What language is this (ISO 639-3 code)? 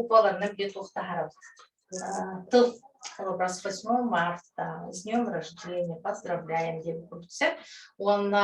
sah